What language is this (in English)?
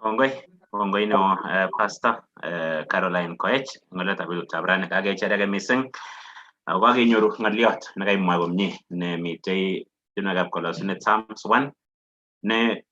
Kalenjin